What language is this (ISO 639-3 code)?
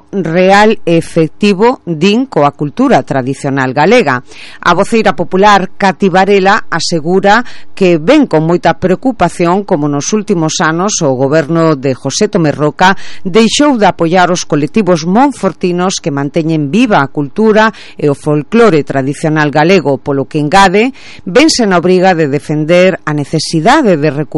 glg